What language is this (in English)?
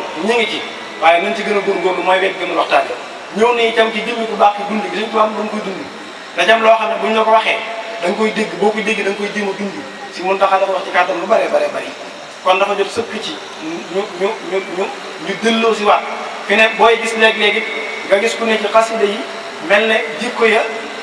Wolof